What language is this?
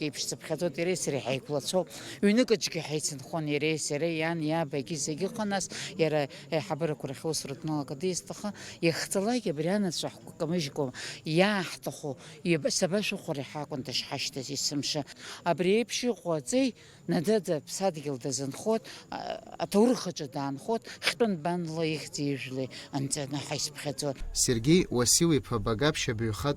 Abkhazian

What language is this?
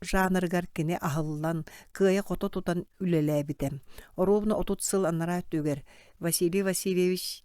Yakut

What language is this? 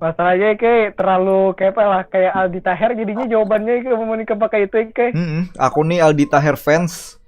Banjar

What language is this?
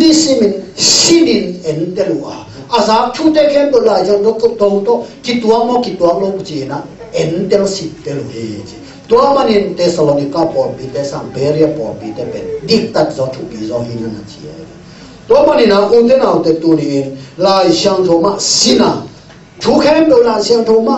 Tedim Chin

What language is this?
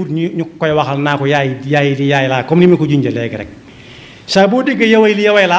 Wolof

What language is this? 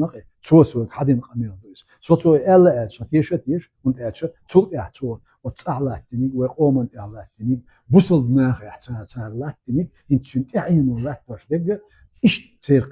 Chechen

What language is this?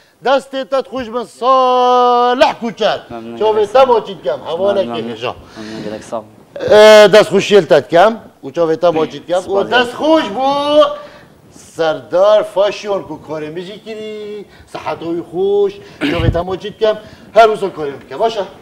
Kurdish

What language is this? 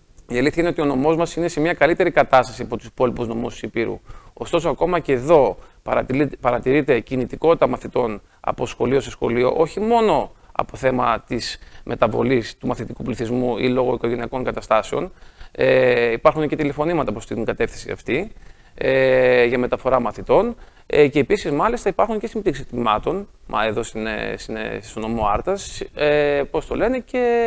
Greek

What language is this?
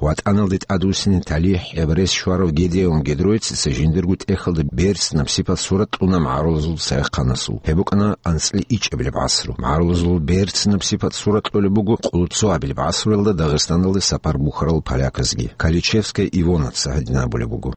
Avaric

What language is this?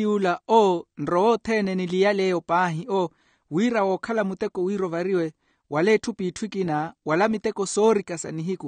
Makhuwa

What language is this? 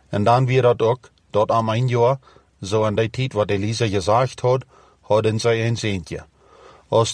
Plautdietsch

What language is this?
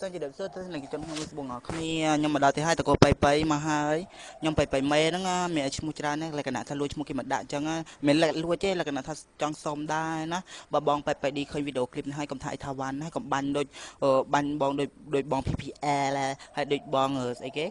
Khmer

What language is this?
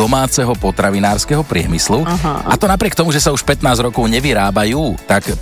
Slovak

